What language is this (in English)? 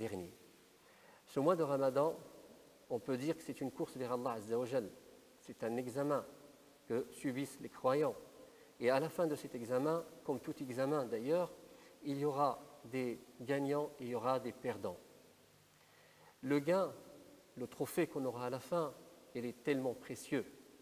French